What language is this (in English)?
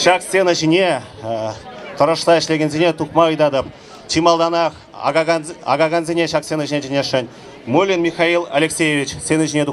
Chuvash